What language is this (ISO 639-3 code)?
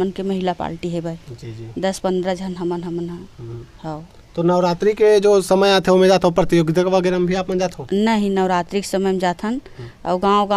hne